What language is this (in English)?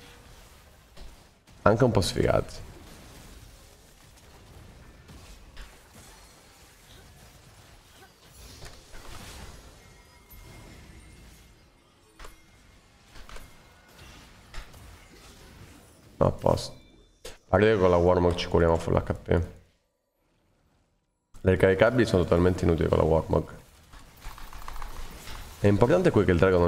Italian